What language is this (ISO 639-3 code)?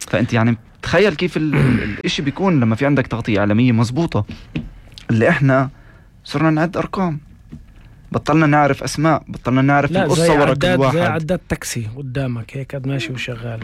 apc